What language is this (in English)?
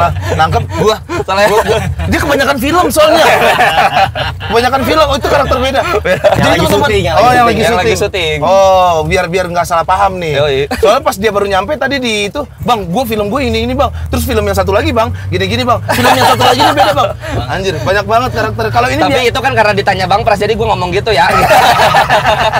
Indonesian